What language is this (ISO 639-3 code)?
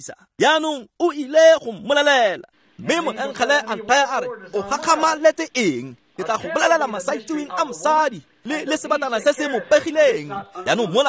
tsn